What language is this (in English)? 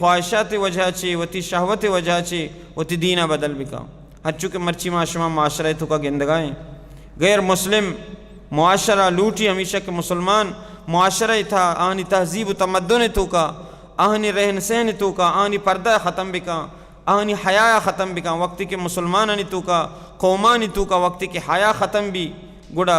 Baluchi